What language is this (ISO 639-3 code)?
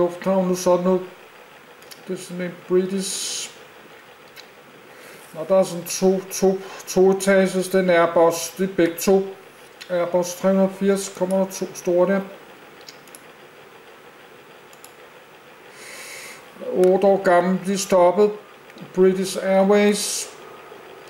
dan